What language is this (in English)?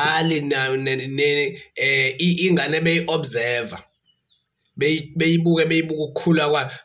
Zulu